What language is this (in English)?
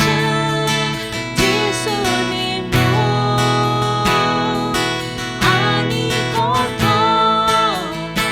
Kok Borok